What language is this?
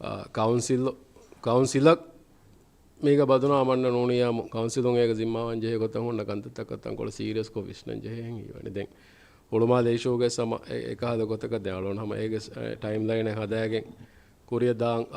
Divehi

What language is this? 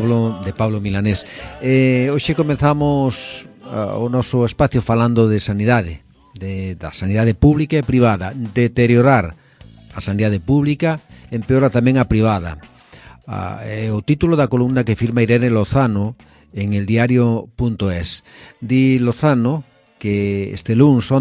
Galician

